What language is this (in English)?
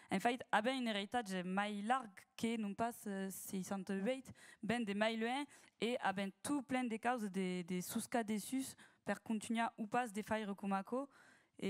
Occitan